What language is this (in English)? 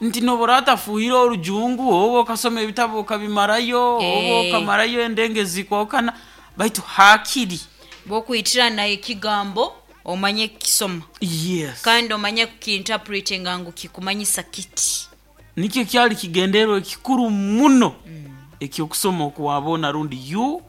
Nyoro